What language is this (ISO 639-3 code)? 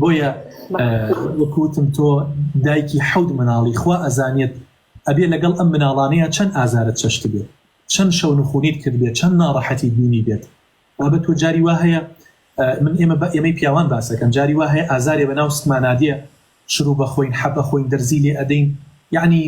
ckb